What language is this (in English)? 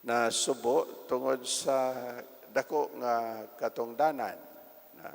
Cebuano